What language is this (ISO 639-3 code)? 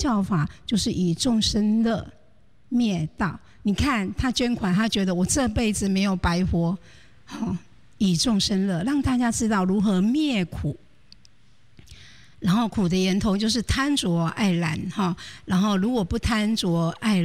zho